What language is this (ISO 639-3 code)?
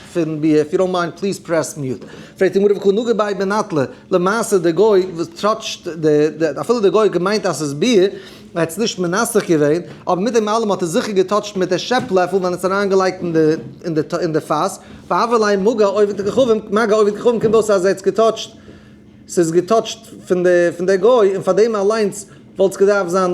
yid